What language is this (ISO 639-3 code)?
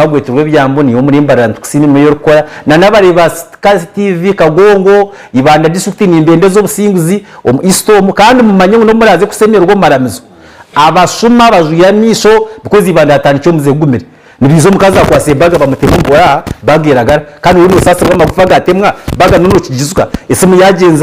nyn